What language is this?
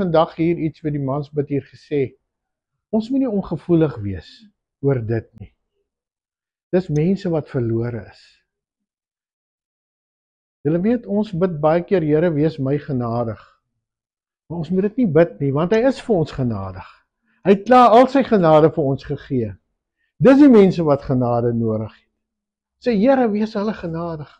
Afrikaans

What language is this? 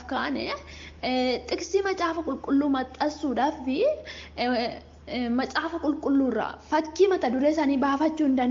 Oromo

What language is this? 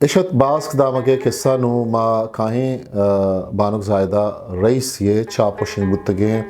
Eastern Balochi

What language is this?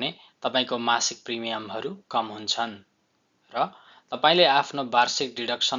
Nepali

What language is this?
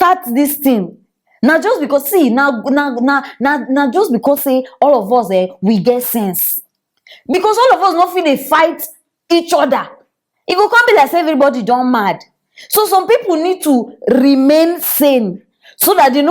Nigerian Pidgin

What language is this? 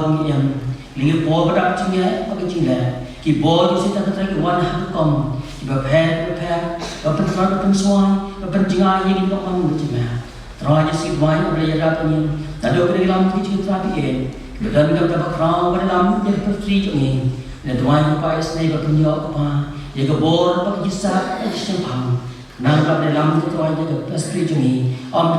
Khasi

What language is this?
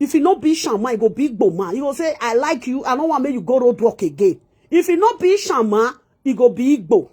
Nigerian Pidgin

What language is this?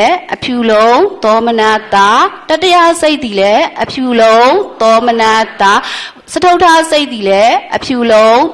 Burmese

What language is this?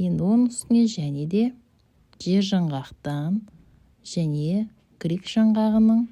Kazakh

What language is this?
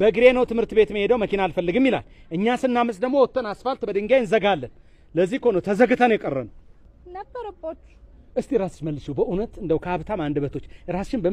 Amharic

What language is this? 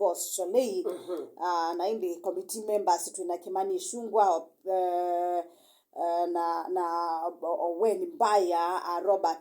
Kamba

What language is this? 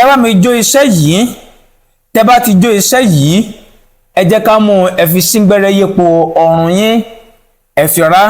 Yoruba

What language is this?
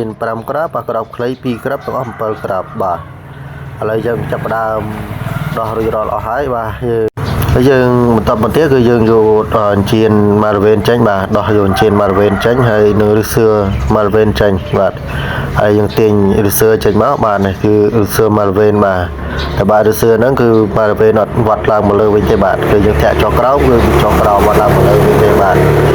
Khmer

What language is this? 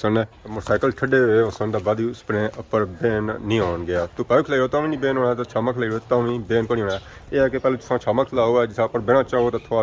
Pahari-Potwari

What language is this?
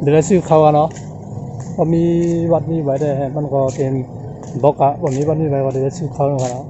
Shan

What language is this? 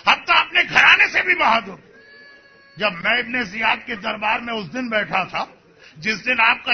Urdu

